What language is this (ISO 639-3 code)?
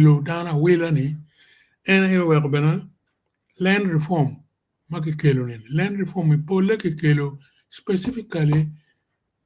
ach